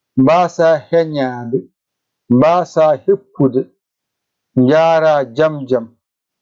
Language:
Fula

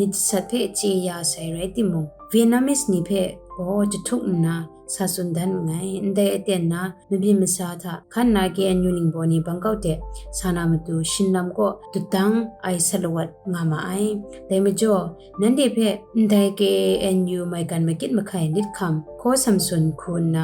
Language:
Kachin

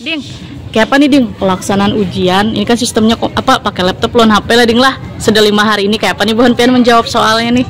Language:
Banjar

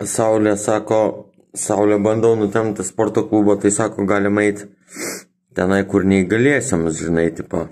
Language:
Lithuanian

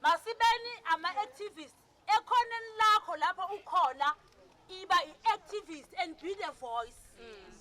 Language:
Zulu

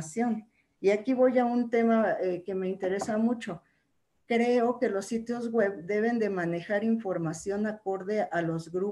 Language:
Spanish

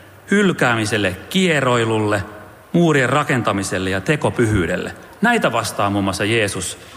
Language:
Finnish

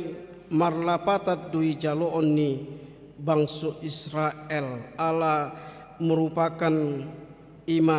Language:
Batak Toba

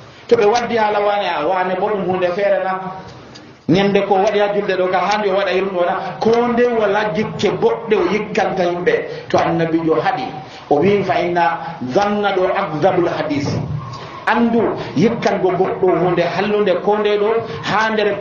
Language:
Nigerian Fulfulde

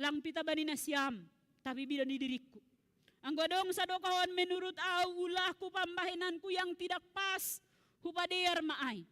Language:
Batak Simalungun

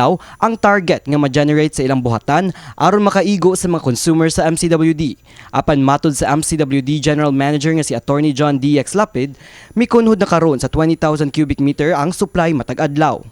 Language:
Cebuano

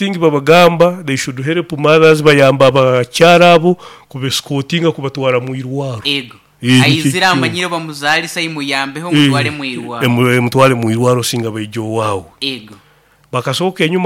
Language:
Nyoro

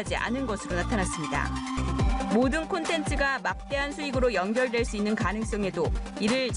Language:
Korean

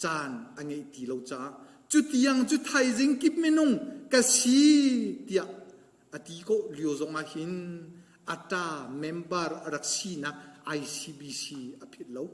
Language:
Hakha Chin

